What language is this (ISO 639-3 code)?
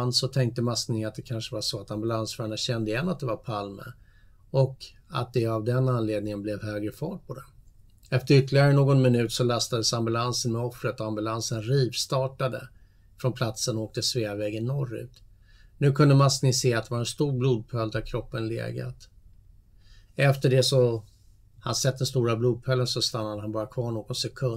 swe